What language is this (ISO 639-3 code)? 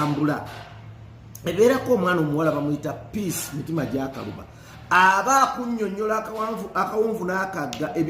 lug